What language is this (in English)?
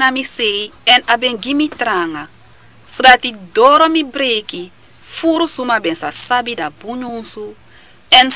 Sranan Tongo